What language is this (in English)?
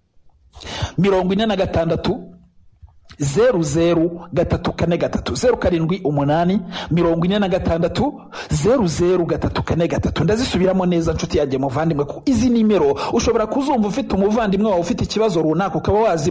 Kinyarwanda